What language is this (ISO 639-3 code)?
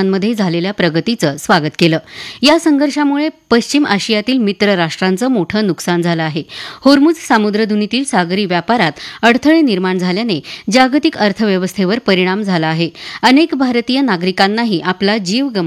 mar